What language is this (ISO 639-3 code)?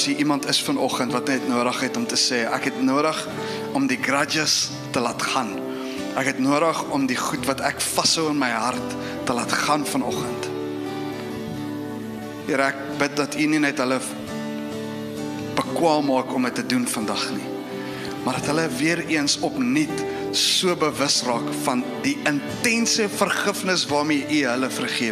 afr